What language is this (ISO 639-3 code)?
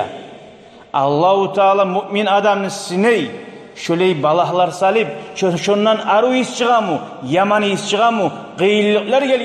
kum